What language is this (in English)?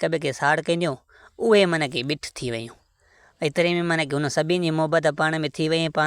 Sindhi